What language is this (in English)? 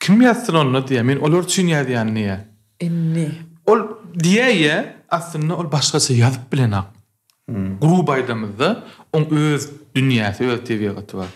Turkmen